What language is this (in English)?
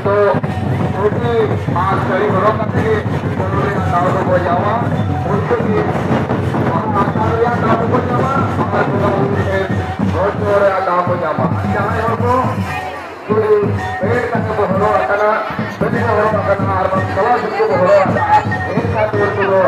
Santali